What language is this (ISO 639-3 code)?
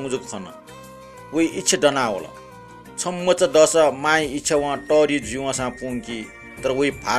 new